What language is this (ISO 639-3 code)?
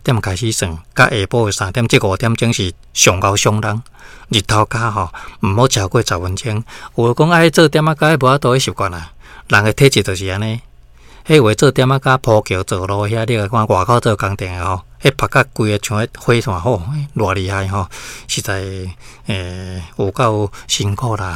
nan